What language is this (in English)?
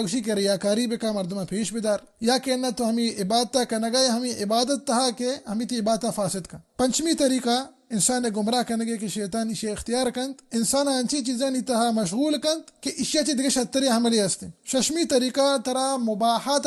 Baluchi